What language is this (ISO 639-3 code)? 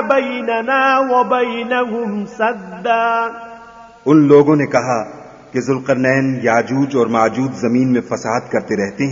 urd